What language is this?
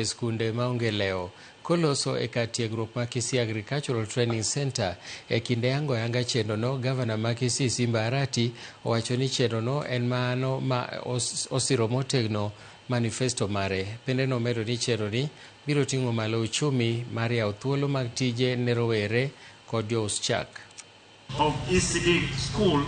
Luo (Kenya and Tanzania)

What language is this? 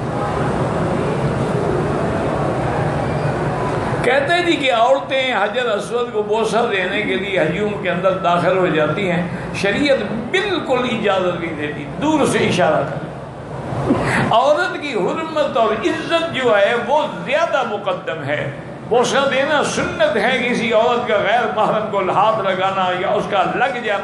Urdu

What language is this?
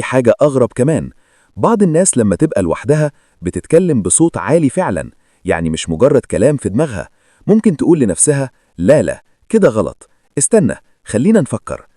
Egyptian Arabic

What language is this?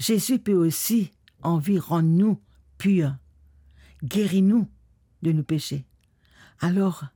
Morisyen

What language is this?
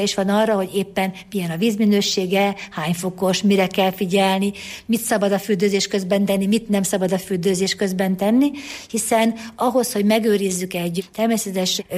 Hungarian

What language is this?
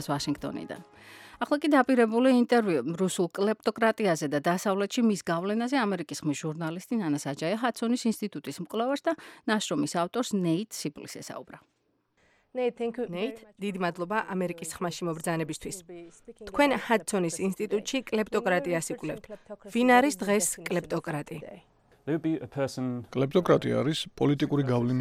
Georgian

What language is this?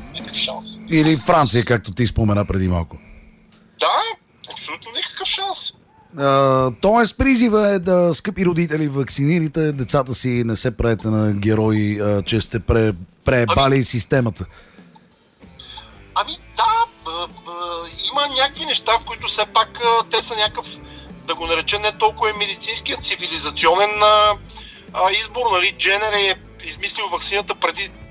Bulgarian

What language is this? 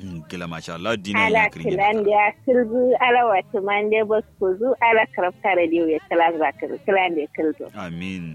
Kanuri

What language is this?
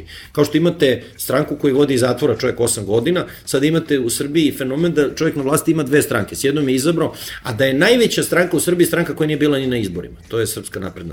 Serbian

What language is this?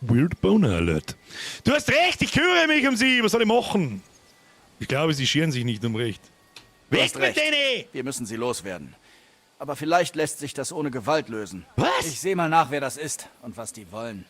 Bavarian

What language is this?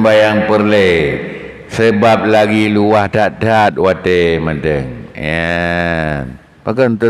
Achinese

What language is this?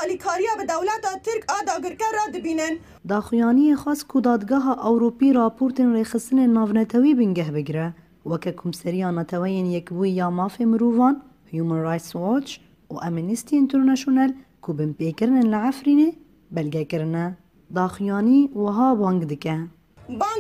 Kurdish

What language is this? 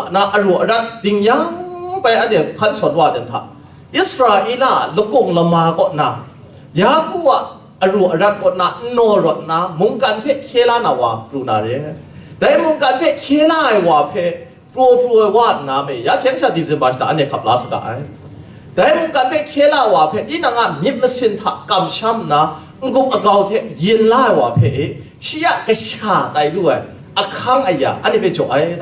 Kachin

